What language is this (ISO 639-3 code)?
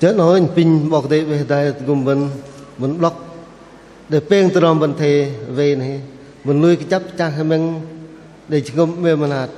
bdq